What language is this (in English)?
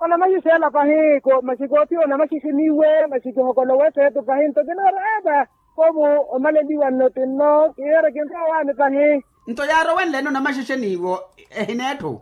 Makhuwa